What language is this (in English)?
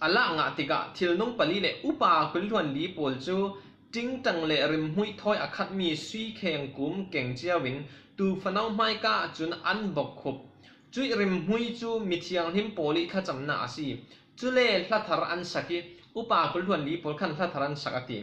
Falam Chin